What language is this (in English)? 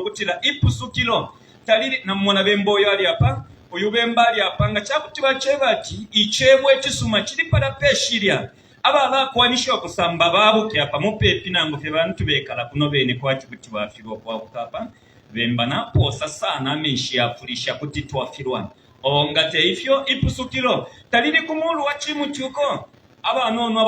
Bemba